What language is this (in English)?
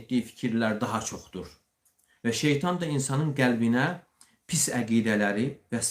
Azerbaijani